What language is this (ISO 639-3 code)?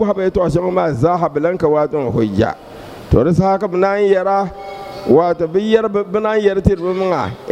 dag